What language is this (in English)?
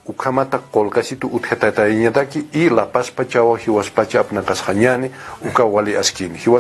Aymara